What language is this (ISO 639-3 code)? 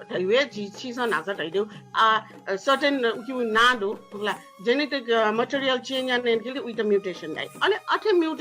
new